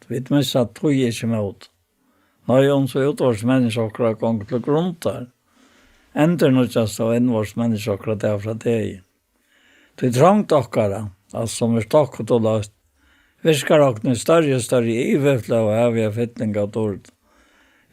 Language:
Faroese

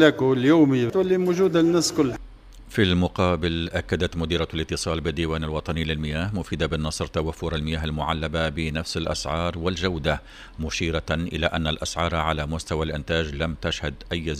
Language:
Tunisian Arabic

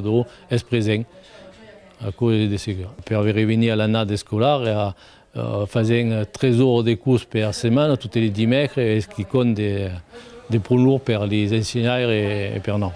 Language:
Occitan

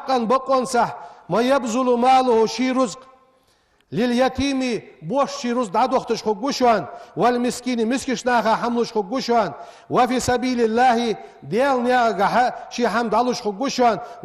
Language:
Ingush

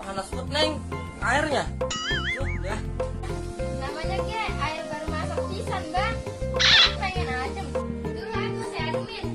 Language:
Betawi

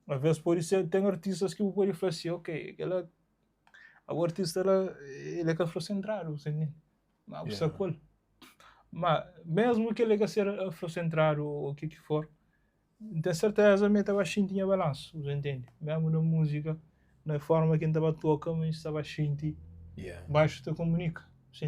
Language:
Kabuverdianu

